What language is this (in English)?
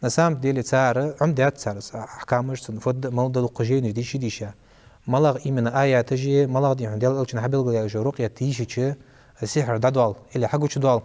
Ingush